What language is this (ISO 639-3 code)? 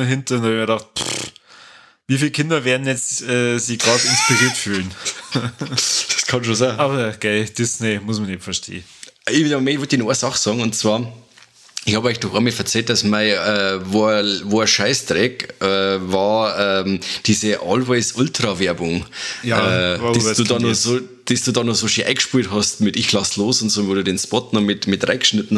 bar